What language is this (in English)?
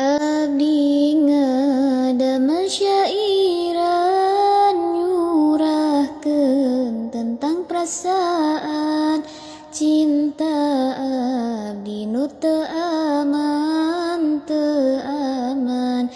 Sundanese